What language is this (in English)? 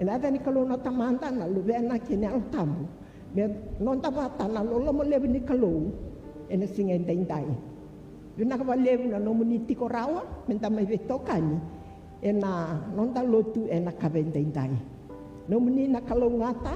Fijian